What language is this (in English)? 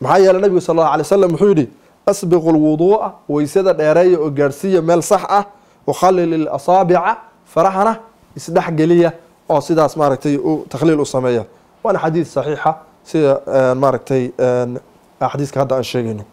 Somali